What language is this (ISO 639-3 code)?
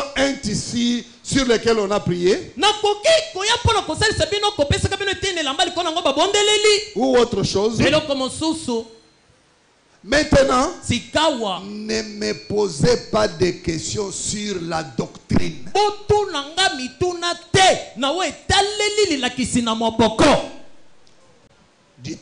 fra